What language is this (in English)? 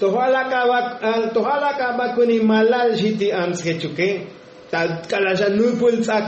Tzotzil